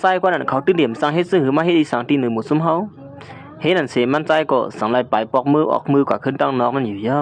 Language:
Shan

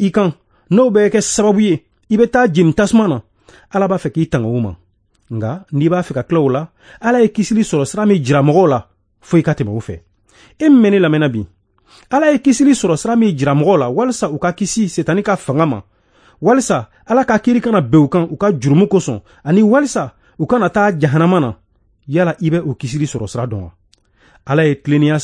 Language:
Bambara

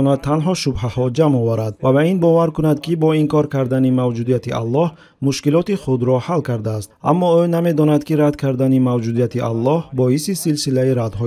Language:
Tajik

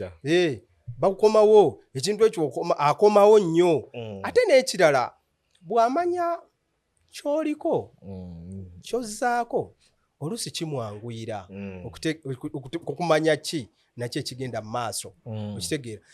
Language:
Ganda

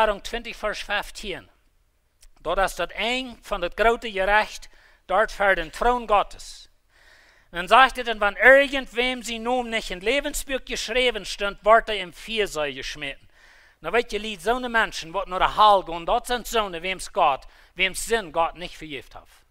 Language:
Plautdietsch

